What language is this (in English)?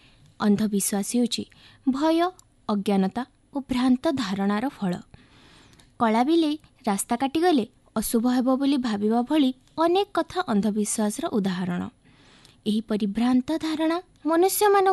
Odia